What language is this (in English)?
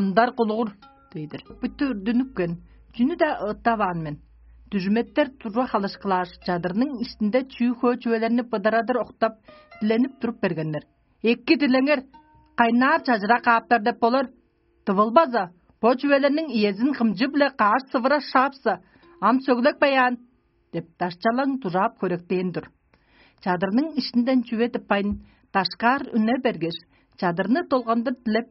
Tuvinian